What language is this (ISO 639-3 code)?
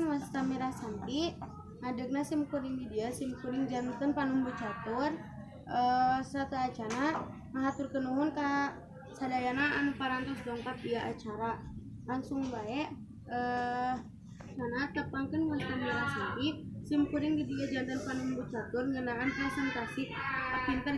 sun